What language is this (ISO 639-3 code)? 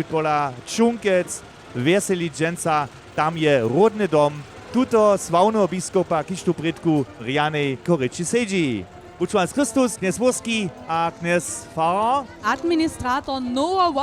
hsb